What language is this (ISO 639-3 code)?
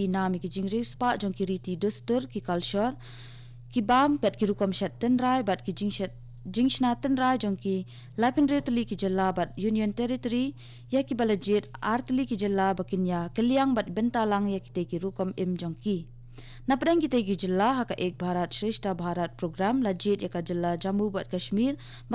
kha